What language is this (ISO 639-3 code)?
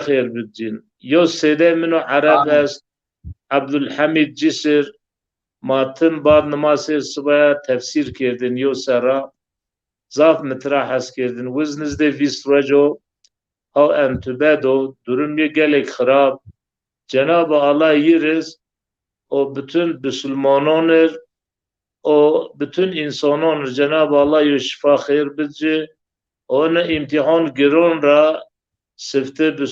zza